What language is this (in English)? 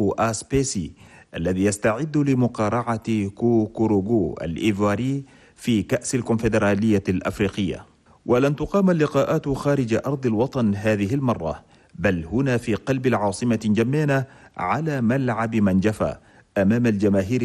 Chadian Arabic